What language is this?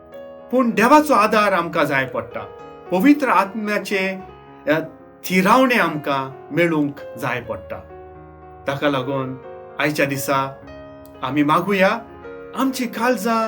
Konkani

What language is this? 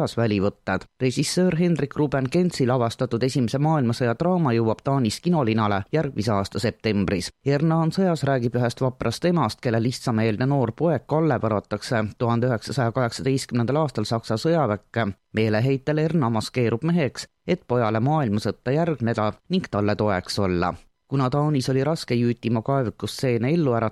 Estonian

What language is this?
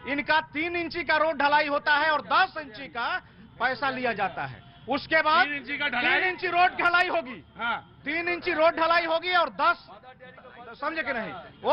Hindi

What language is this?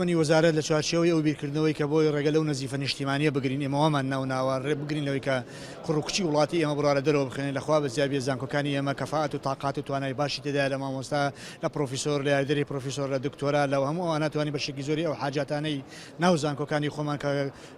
Central Kurdish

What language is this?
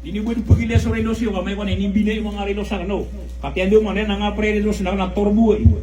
Maranao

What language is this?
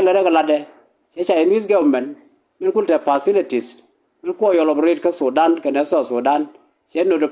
Nuer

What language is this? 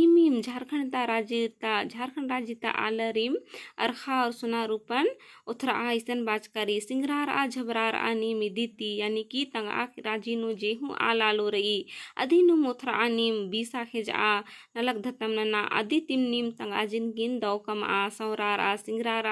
Kurukh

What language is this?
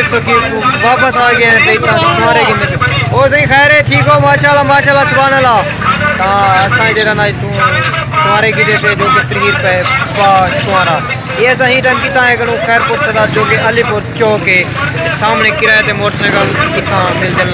Saraiki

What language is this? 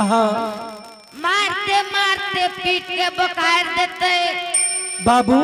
Angika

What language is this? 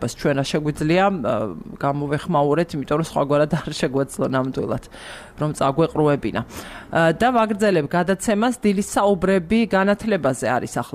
Georgian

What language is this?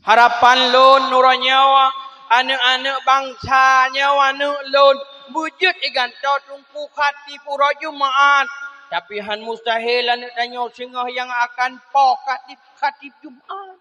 Achinese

